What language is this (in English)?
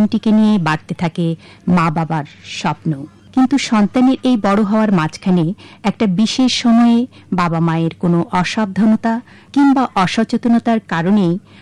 Bangla